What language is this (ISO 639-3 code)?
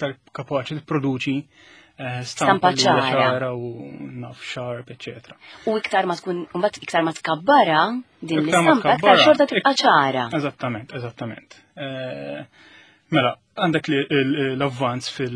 mlt